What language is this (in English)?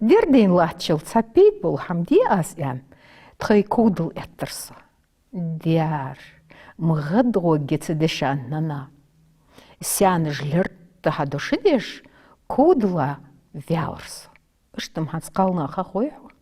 Ingush